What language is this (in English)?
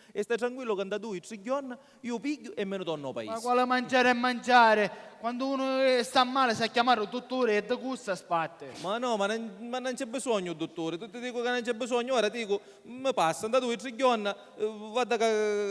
Sicilian